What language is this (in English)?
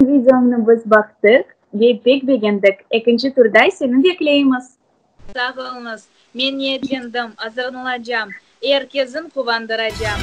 Crimean Tatar